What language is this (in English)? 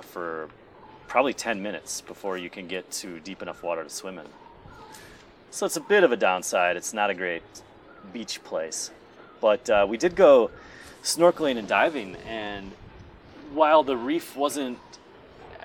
English